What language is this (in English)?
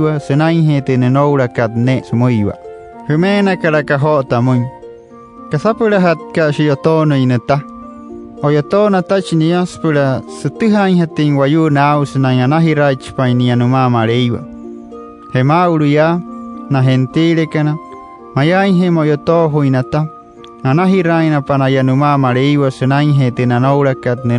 Wayuu